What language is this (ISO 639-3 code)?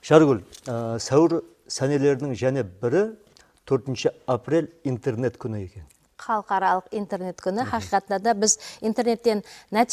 kaa